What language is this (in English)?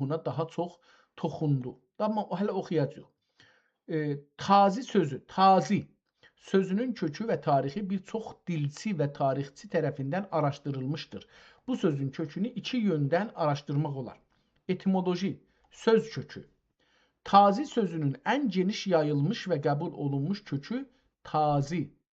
South Azerbaijani